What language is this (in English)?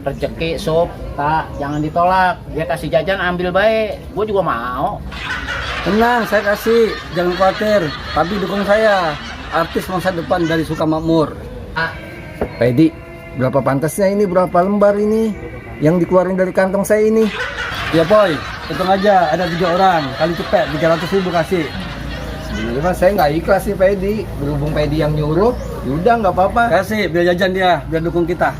Betawi